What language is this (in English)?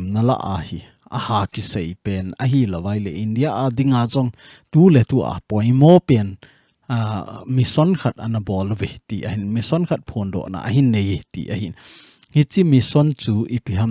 Thado Chin